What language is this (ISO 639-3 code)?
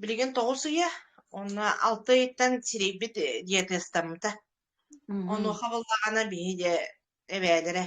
sah